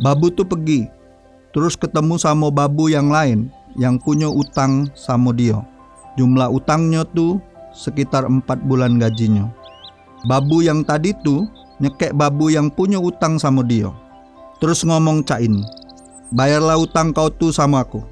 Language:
Musi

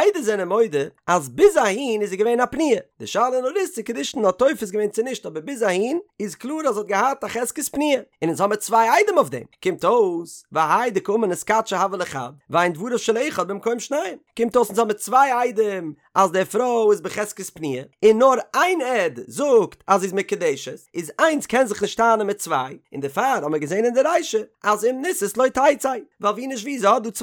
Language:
Yiddish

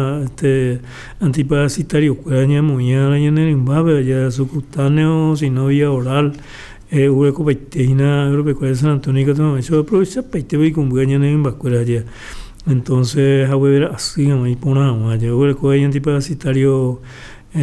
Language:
Guarani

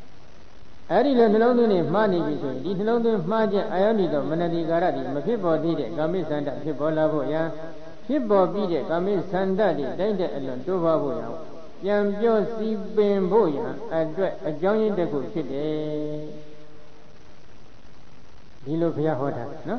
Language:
Burmese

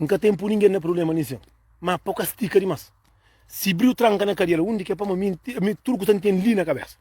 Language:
Kabuverdianu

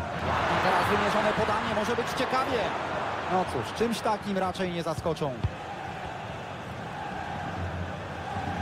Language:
Polish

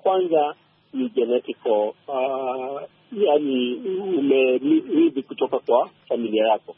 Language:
Swahili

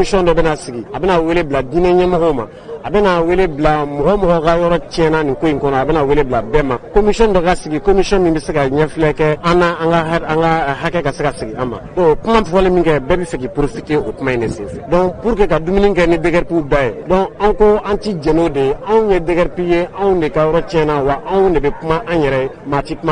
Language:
Bambara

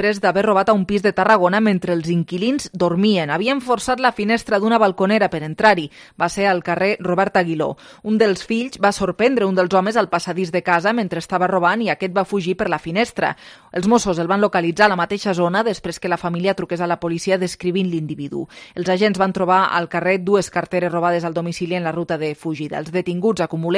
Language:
Catalan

